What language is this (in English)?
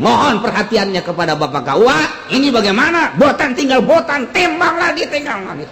Sundanese